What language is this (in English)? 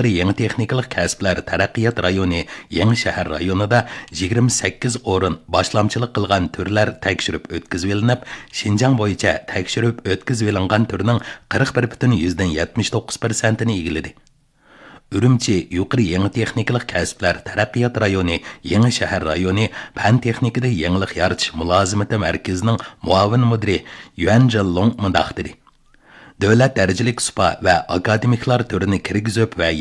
Uyghur